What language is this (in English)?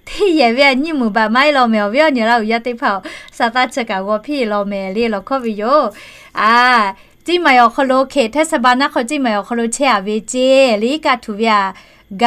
Lahu